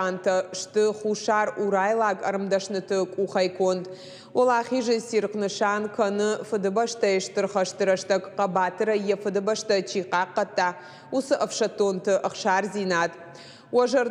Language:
Ossetic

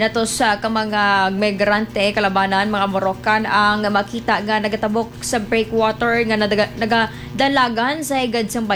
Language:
Hiligaynon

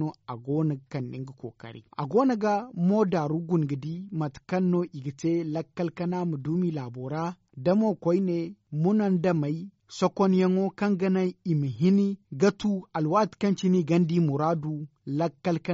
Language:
Zarma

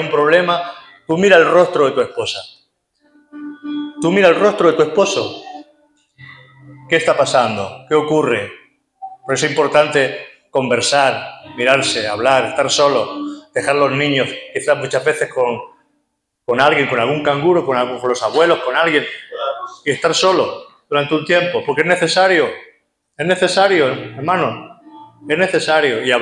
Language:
Spanish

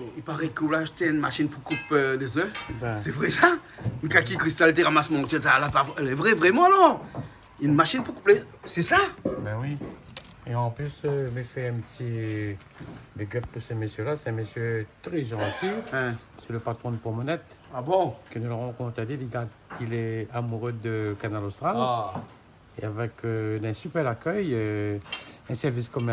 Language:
Réunion Creole French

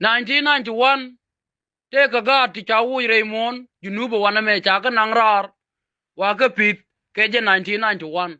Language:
Nuer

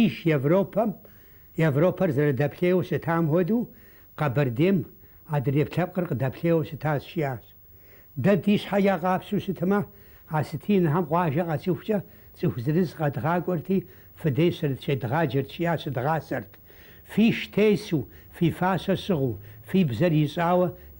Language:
Kabardian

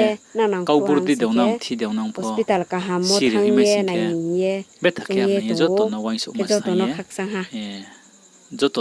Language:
Riang (India)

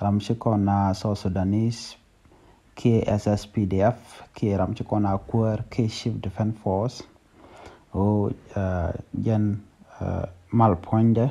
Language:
Nuer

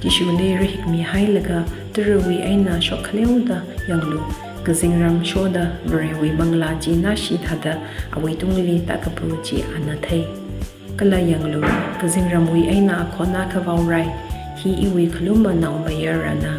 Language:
Tangkhul Naga (India)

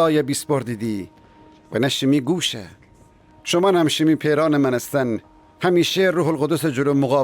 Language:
Gilaki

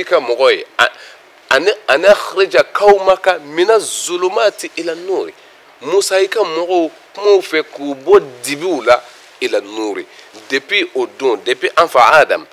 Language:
Bambara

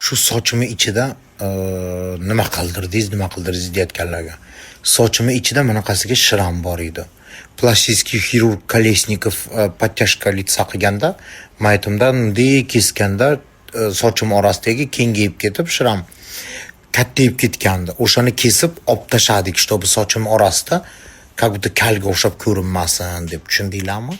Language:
Uzbek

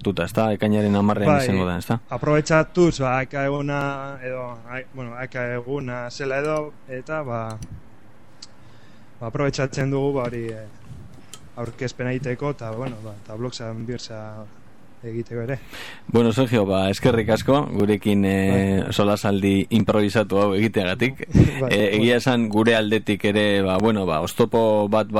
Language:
Basque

